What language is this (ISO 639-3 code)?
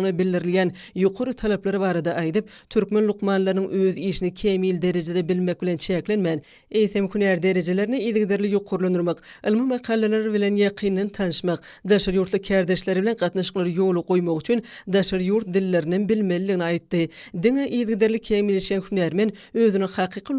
tuk